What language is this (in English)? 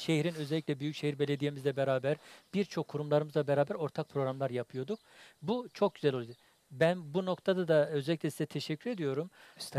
Turkish